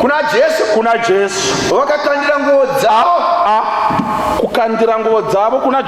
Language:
Shona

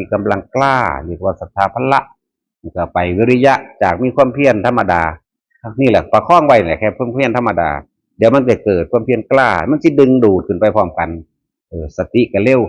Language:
Northeastern Thai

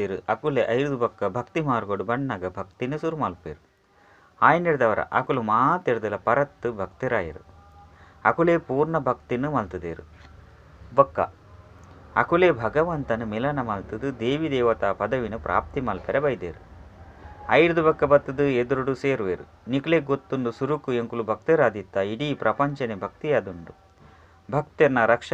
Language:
Tulu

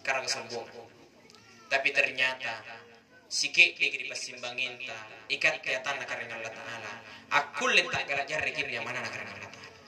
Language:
Makasar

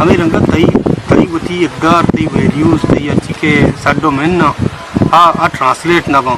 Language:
Baluchi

